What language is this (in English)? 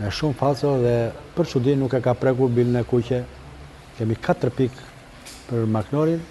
Albanian